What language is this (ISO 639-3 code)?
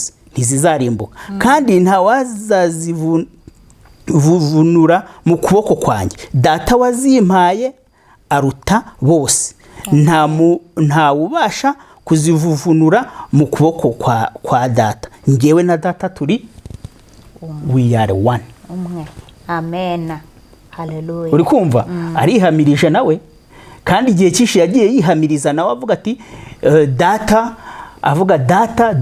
kin